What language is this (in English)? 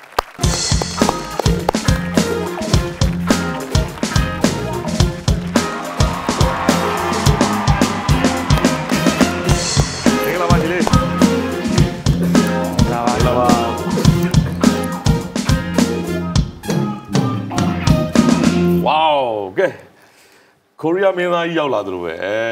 Burmese